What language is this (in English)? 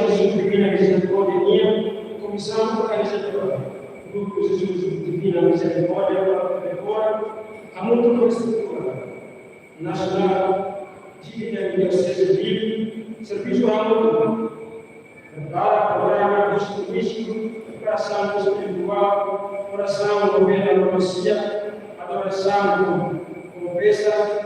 Tetum